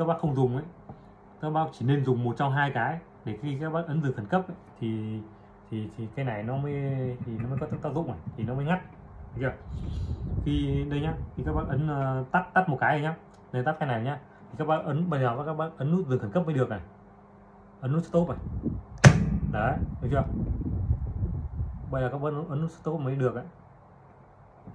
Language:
Vietnamese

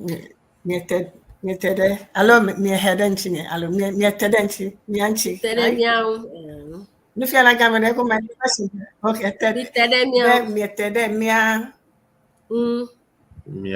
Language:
Ewe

